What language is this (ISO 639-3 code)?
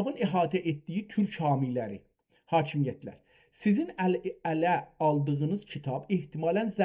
azb